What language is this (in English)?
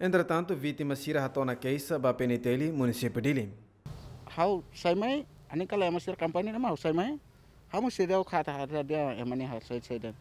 Tetum